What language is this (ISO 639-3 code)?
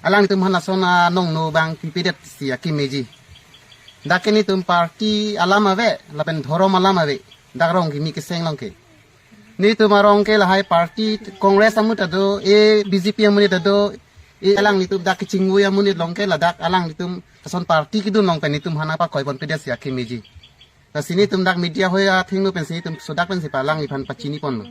mjw